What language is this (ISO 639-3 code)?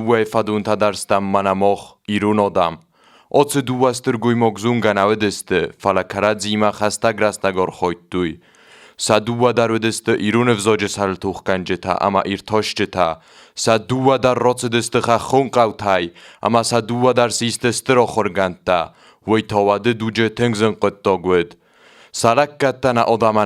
oss